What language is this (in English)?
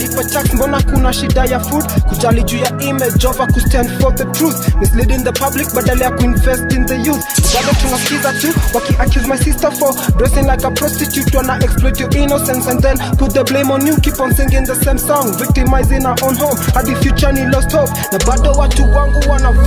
Swahili